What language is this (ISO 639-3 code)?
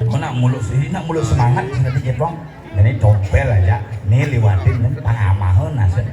ban